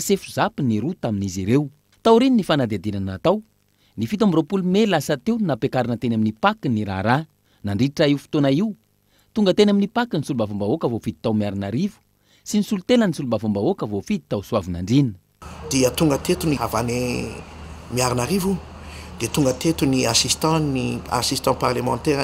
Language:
Malagasy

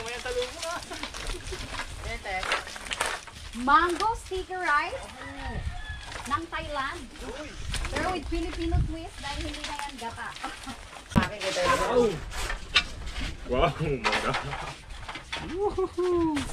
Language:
Filipino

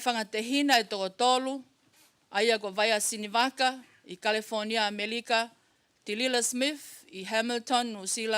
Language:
Tongan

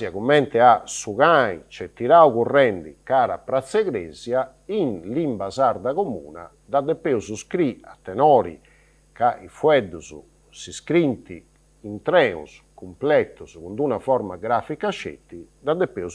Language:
Sardinian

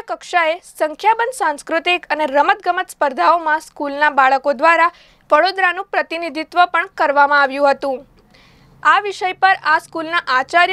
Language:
Gujarati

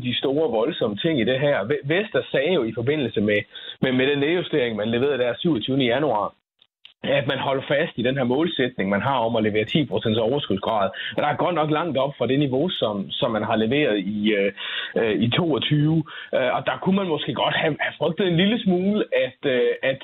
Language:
Danish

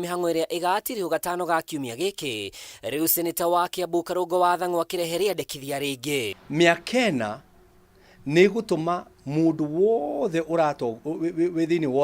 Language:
Kikuyu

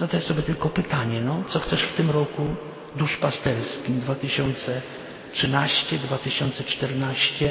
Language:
Polish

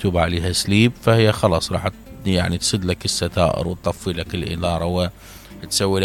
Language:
Mesopotamian Arabic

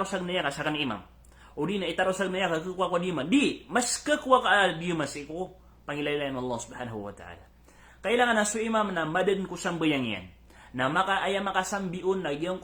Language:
Maranao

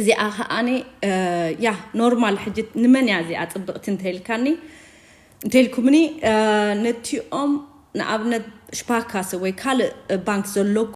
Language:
Tigrinya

